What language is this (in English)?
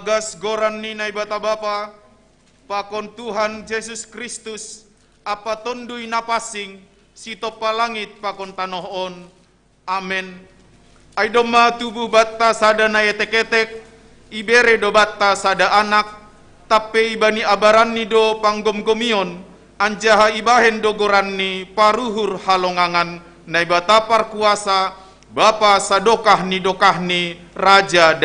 Batak Simalungun